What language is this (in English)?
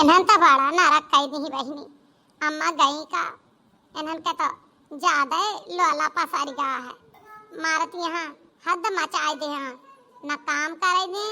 Awadhi